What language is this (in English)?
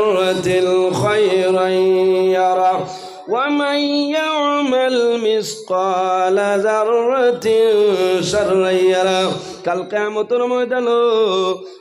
Sylheti